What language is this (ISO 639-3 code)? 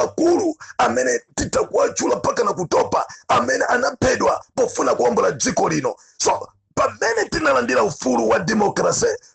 nya